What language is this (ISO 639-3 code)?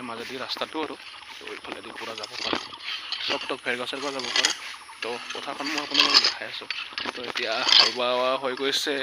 asm